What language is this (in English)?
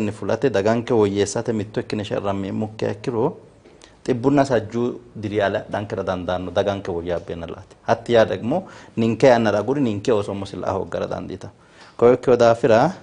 Sidamo